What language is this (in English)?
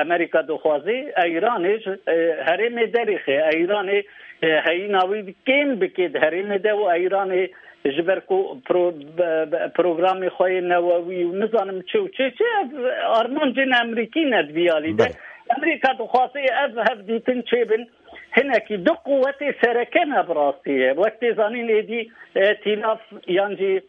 Kurdish